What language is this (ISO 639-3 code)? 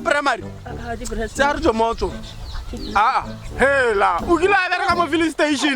tsn